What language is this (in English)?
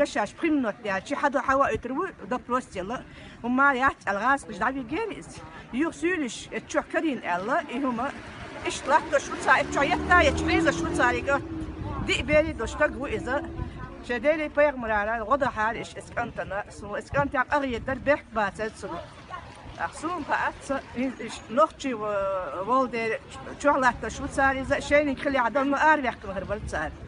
Chechen